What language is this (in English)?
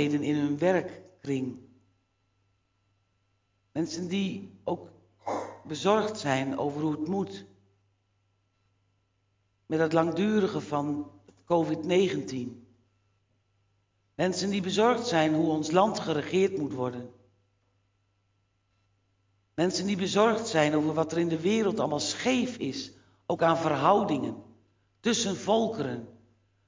Dutch